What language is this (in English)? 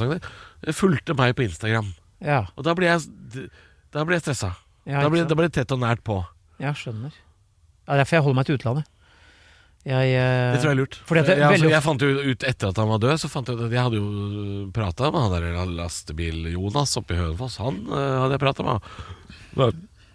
Norwegian